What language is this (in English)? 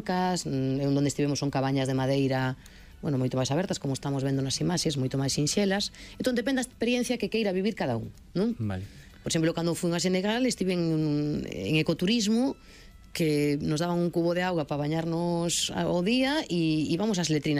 Galician